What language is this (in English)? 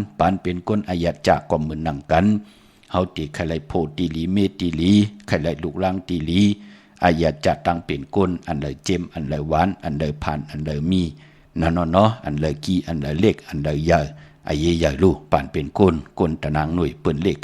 Shan